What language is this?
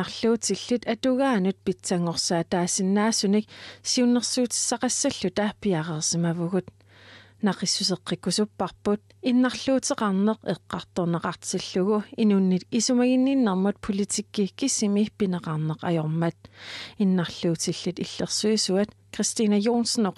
Kalaallisut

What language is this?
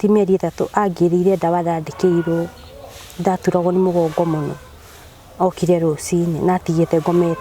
Kikuyu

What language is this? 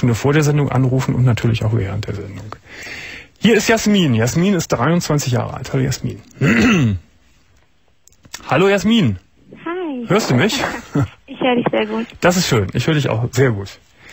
German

